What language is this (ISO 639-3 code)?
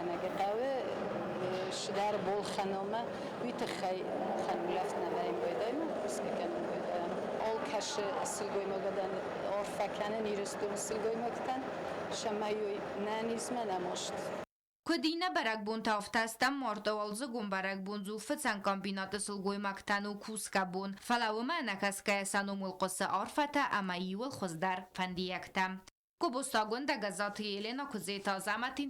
oss